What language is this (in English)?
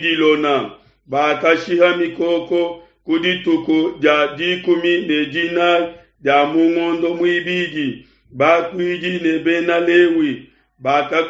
Luba-Lulua